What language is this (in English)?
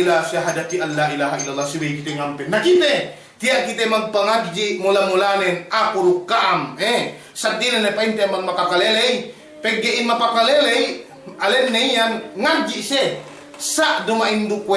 Yakan